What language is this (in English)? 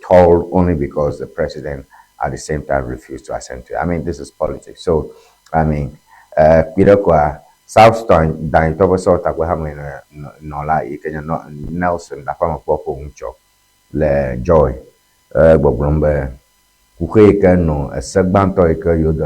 Ewe